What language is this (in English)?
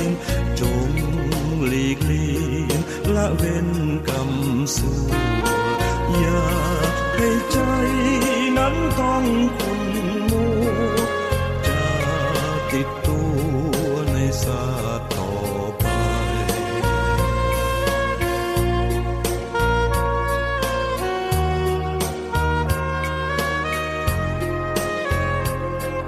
Lao